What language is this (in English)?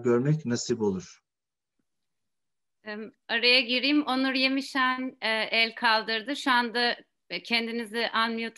Turkish